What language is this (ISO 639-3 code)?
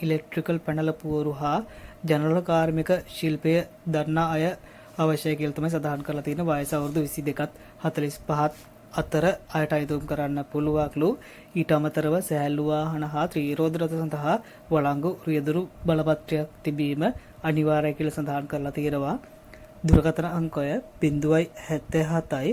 sin